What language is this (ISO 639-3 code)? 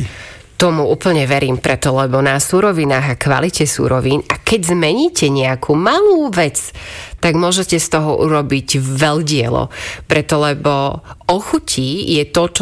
slk